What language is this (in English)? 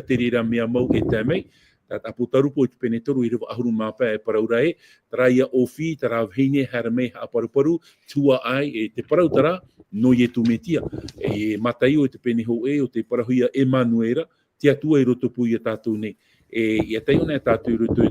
Tahitian